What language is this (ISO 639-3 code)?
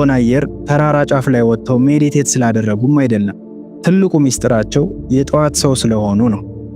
amh